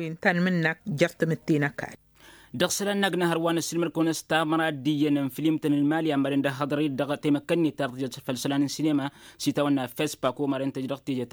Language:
Tamasheq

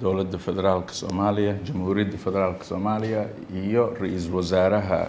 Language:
Somali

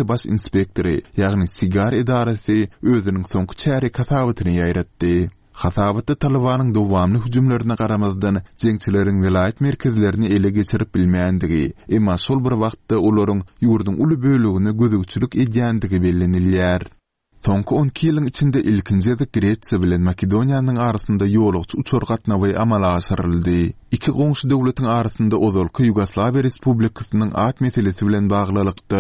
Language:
Turkmen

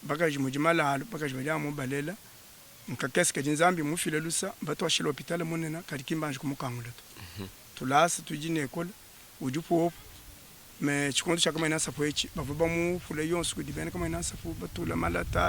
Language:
Luba-Lulua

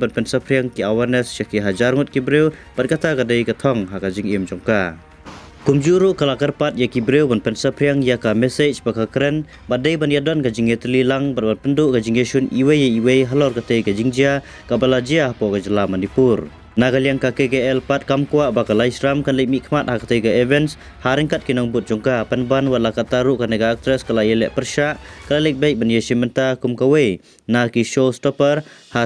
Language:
Khasi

